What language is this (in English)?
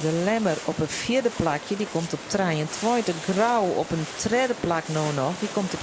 Western Frisian